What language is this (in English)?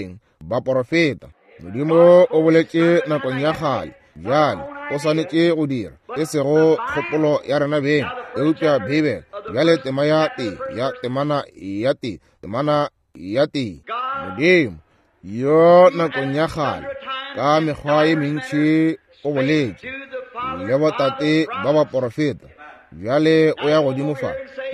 Northern Sotho